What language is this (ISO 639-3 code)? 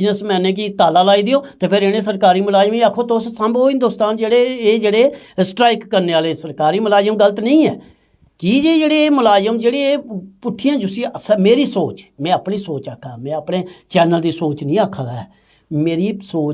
doi